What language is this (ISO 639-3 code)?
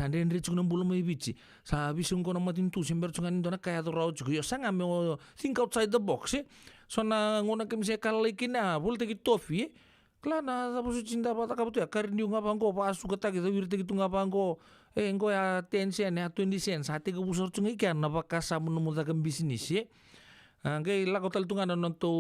fij